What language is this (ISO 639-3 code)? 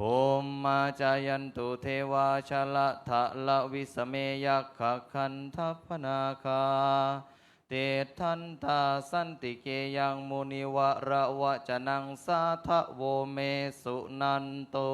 pli